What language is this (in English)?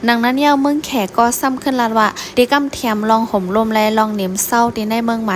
Shan